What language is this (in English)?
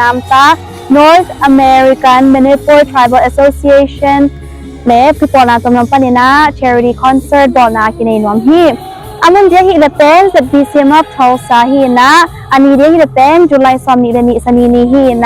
Tedim Chin